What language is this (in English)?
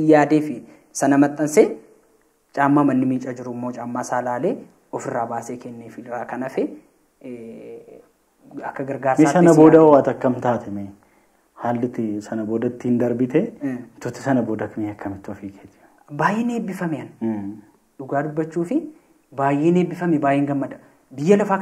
Oromo